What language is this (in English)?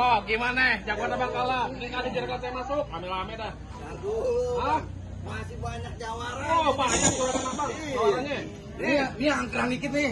Betawi